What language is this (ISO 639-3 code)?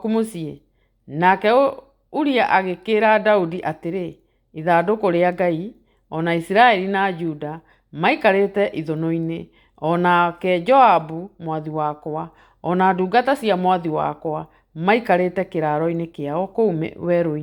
kik